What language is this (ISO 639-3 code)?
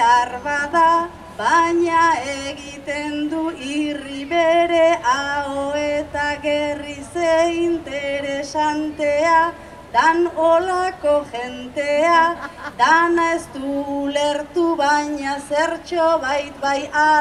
eus